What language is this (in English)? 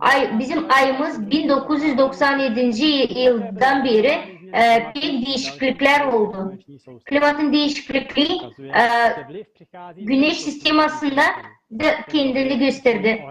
Gagauz